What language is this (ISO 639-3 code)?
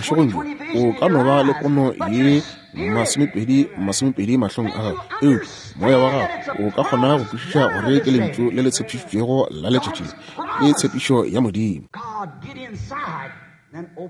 nso